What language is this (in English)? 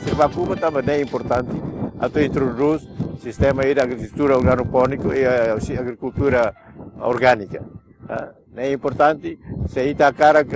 Tetum